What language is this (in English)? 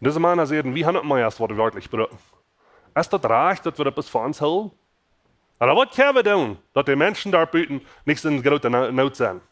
Plautdietsch